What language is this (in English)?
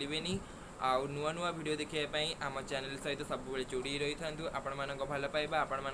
Odia